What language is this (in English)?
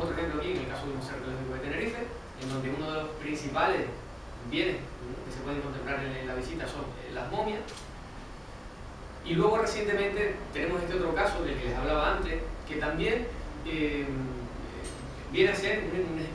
Spanish